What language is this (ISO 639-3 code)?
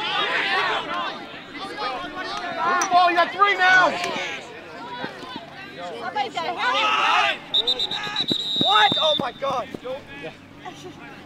eng